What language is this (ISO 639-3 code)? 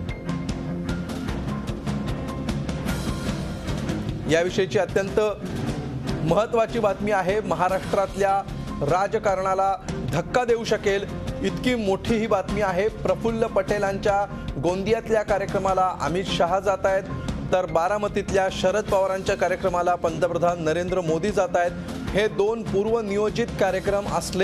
mar